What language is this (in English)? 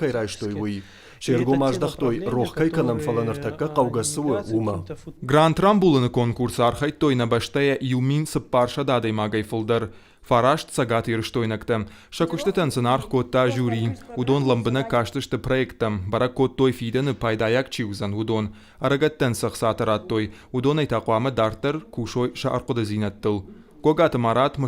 Ossetic